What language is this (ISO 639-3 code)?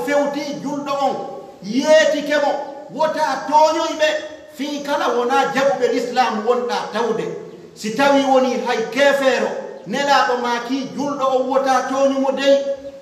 fuf